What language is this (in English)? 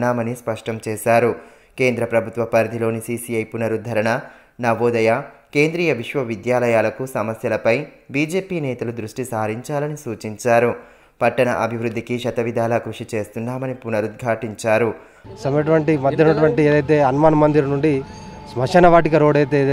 Telugu